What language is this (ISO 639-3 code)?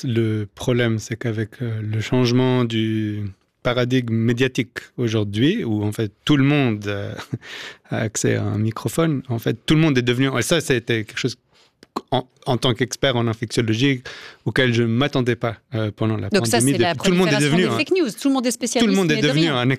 fra